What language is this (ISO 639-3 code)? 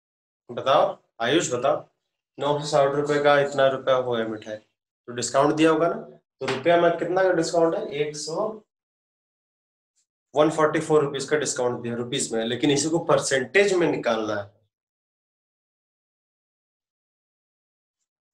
hin